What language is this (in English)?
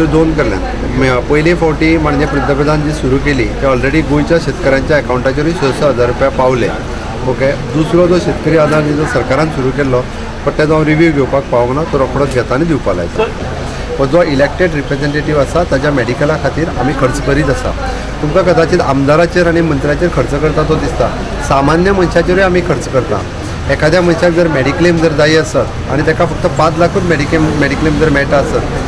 Konkani